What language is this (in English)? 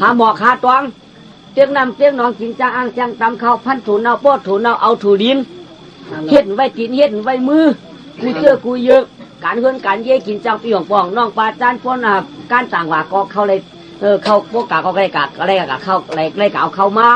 Shan